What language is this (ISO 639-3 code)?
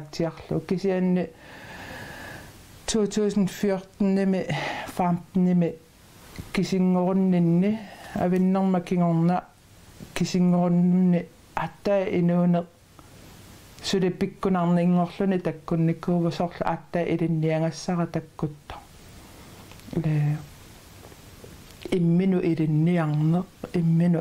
kal